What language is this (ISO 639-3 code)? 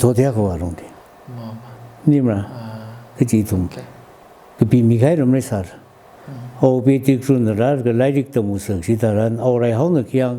nmf